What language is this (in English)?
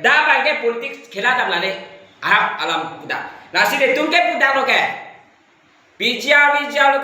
Karbi